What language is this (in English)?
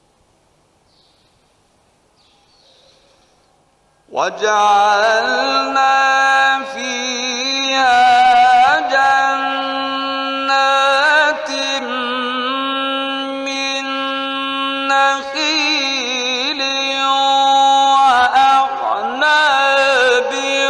Arabic